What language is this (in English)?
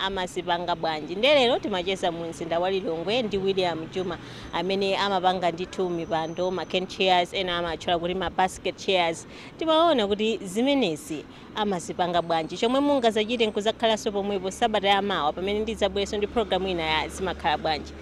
Nyanja